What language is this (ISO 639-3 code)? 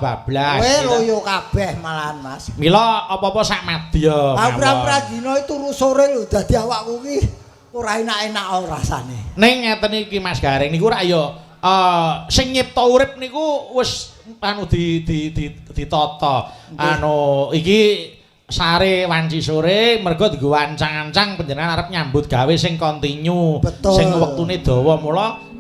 jav